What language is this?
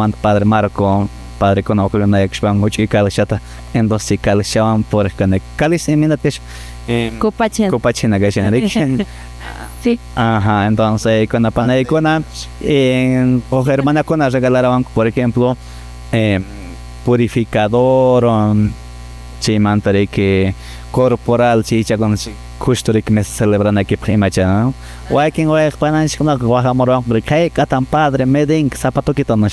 Quechua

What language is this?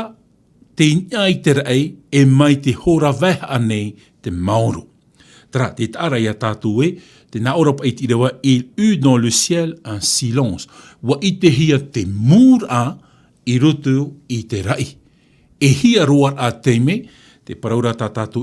Tahitian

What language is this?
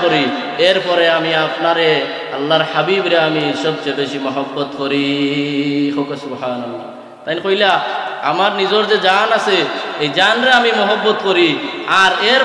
Sylheti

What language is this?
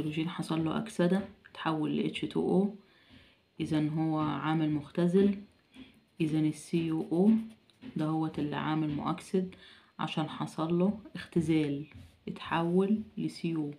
Egyptian Arabic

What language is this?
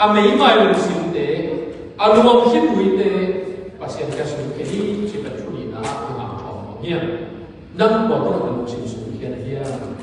Tedim Chin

